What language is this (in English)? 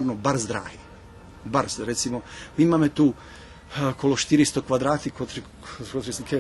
Rusyn